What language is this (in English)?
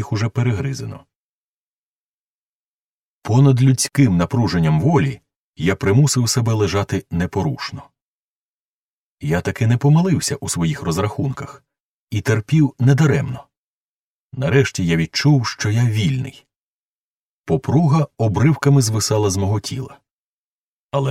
Ukrainian